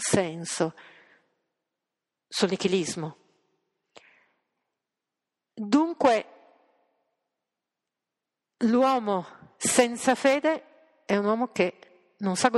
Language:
Italian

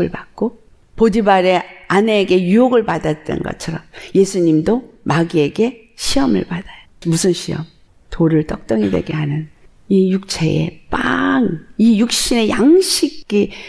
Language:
Korean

